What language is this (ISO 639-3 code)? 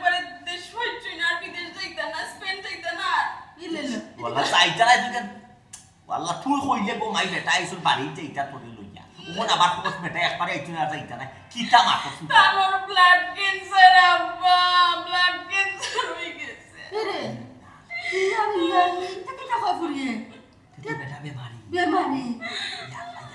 syl